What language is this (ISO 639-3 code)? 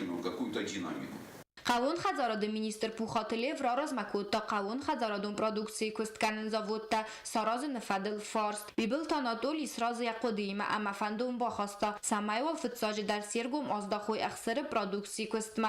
oss